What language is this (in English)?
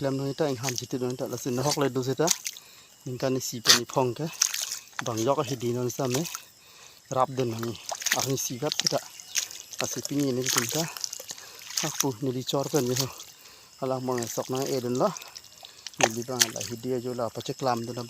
Karbi